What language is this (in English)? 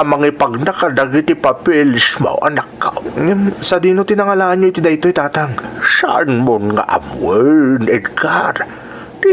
Iloko